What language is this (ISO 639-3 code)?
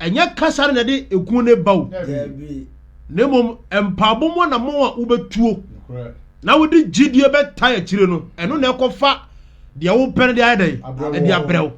aka